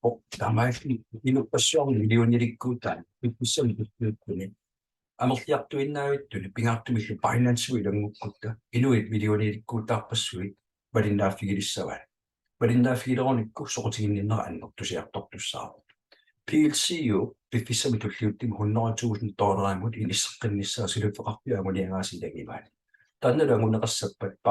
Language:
Kalaallisut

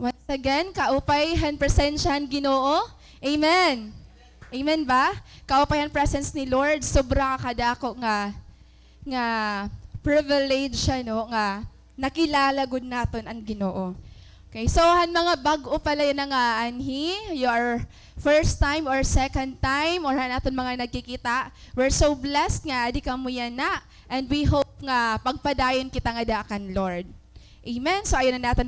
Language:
Waray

